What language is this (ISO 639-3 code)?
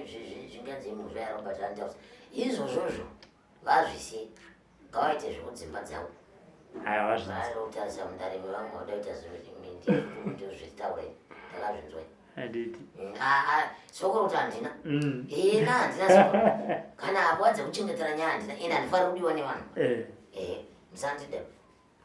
sna